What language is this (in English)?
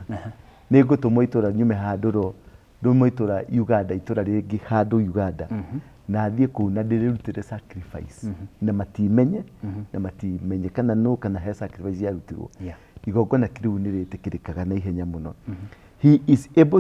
Kikuyu